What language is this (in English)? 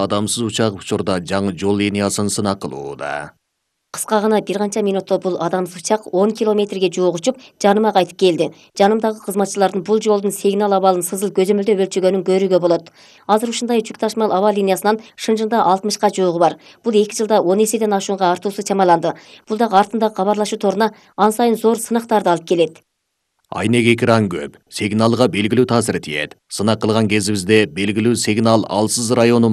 Kyrgyz